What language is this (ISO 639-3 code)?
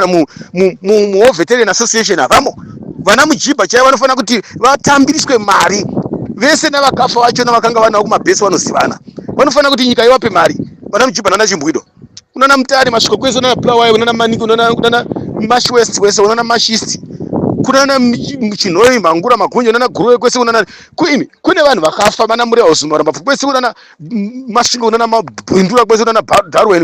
sna